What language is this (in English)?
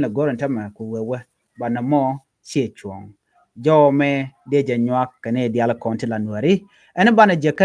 Nuer